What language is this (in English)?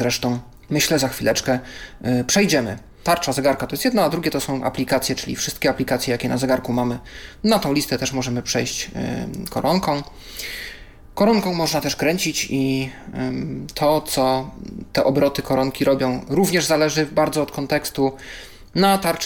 Polish